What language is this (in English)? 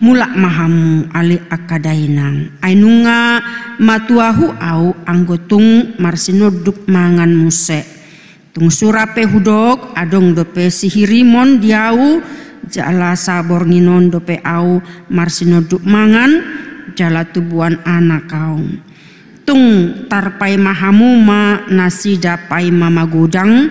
Batak Toba